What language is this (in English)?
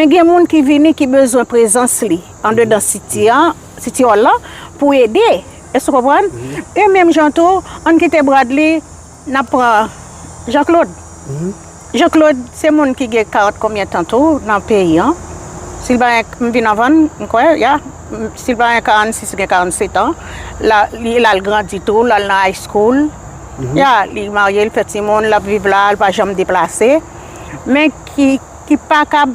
Haitian Creole